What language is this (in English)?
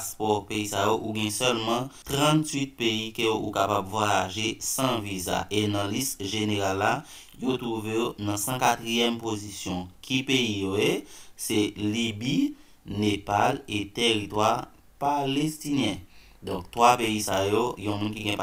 Haitian Creole